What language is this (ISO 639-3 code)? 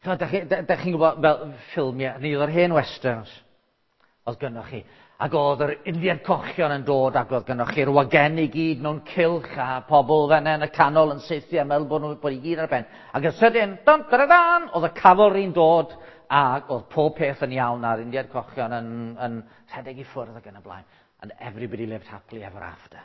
cym